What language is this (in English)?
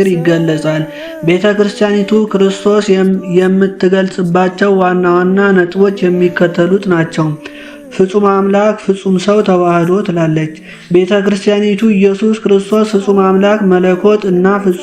Amharic